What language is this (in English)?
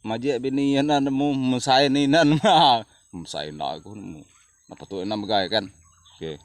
Iban